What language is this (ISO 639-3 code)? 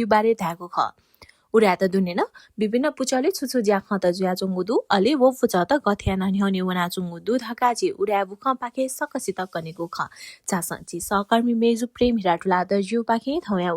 new